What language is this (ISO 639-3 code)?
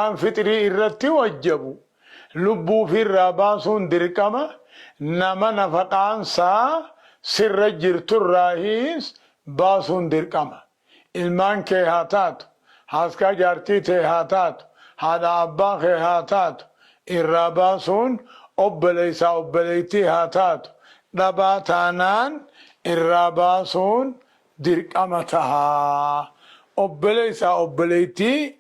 orm